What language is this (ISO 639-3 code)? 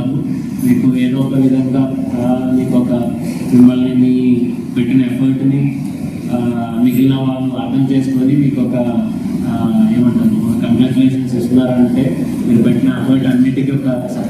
tel